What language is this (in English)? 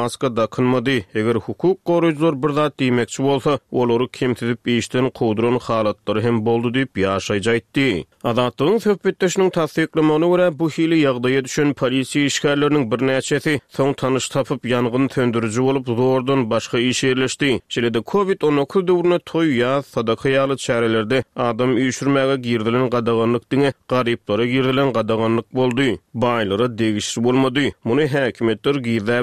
Turkmen